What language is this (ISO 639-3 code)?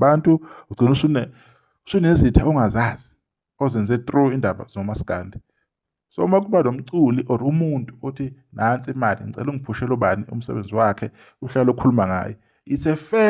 zul